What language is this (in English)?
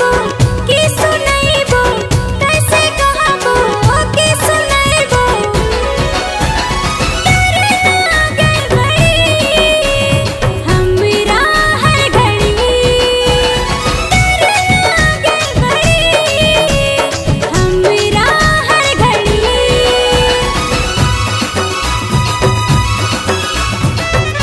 Bhojpuri